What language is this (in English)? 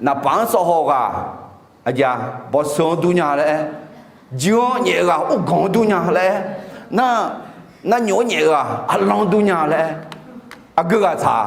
Akha